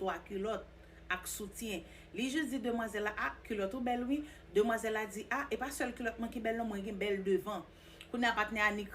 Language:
Haitian Creole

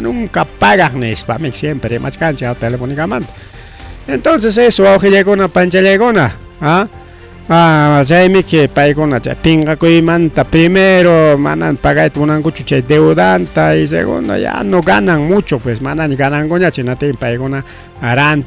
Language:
Ayacucho Quechua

